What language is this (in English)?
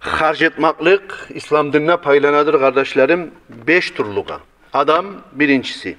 Kumyk